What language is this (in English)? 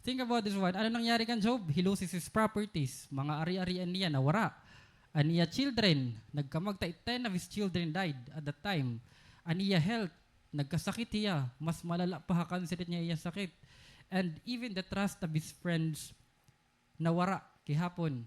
Waray